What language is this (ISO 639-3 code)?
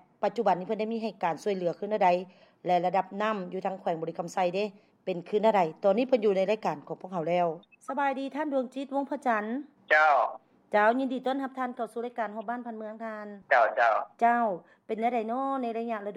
lao